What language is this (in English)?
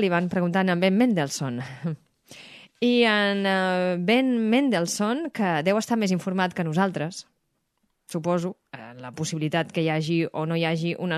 Catalan